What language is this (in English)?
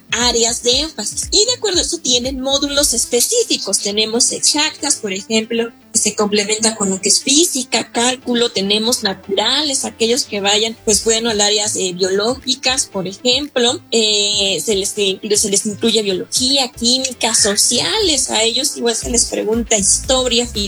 Spanish